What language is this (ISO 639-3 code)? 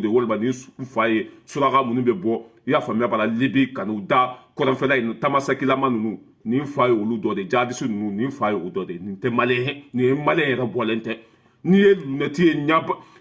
bam